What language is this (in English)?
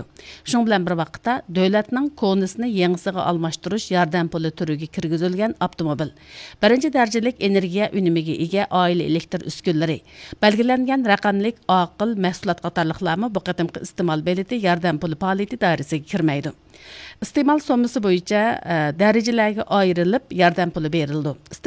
Uyghur